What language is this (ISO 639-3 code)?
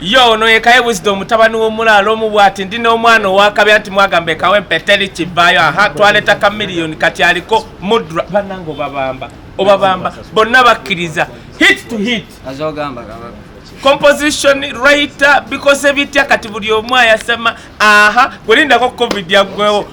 lug